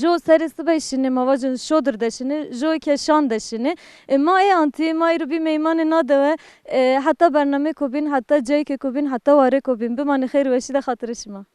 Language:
Zaza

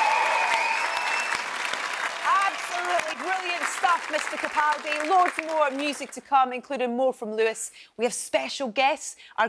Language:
English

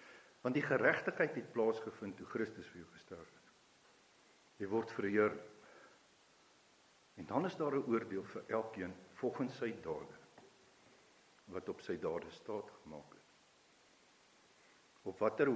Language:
Afrikaans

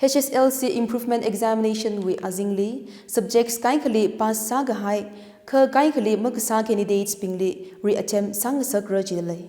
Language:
Tangkhul Naga (India)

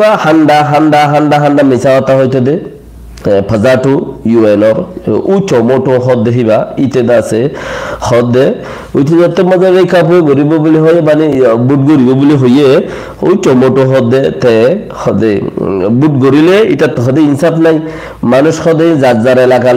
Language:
Rohingya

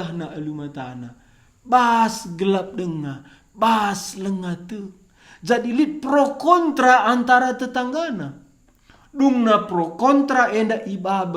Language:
Batak Karo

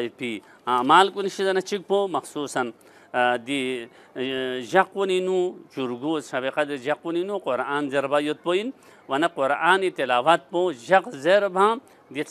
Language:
Balti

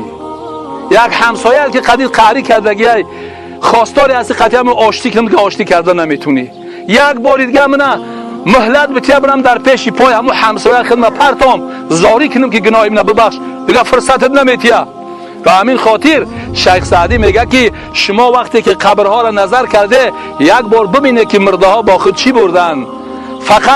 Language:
Tajik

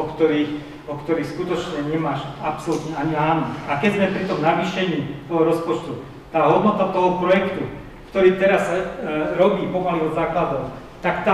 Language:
Slovak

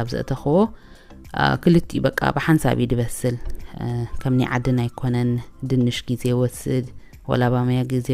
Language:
Tigrinya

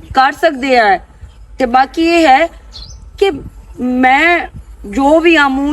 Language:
Western Panjabi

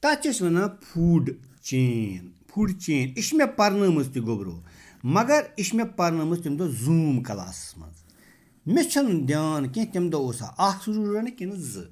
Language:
Kashmiri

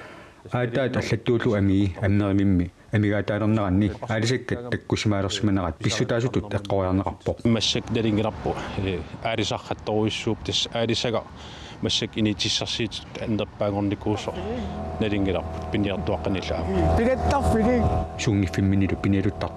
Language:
Kalaallisut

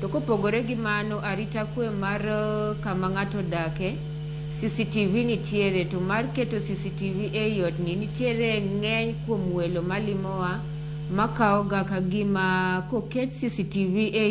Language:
Luo (Kenya and Tanzania)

